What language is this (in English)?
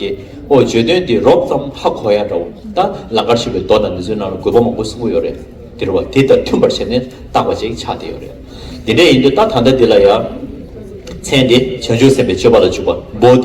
Tibetan